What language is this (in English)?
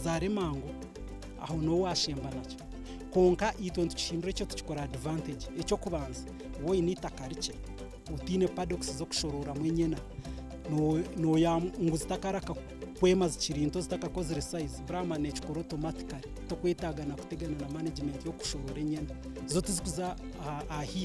Nyankole